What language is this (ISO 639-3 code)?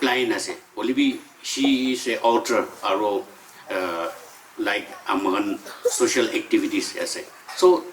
nag